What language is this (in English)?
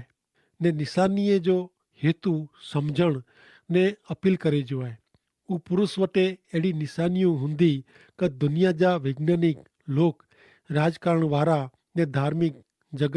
Kachhi